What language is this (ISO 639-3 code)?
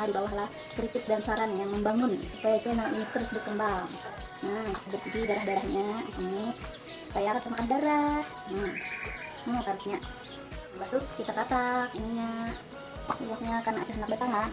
bjn